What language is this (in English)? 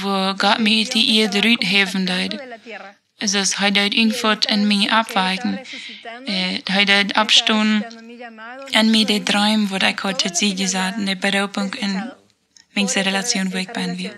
Plautdietsch